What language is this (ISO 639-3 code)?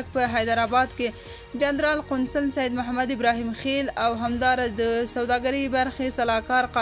pus